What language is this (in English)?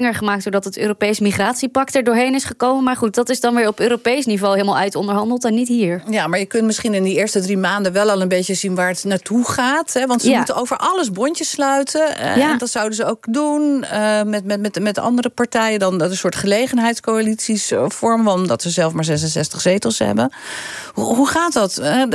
Dutch